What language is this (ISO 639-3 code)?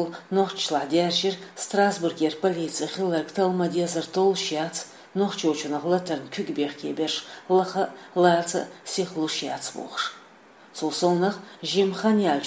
che